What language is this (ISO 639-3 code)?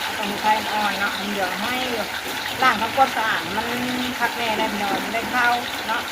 tts